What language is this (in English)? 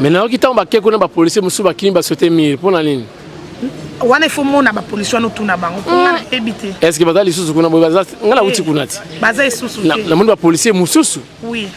Lingala